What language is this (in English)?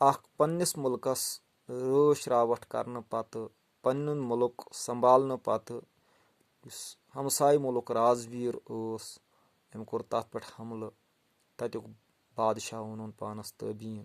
Kashmiri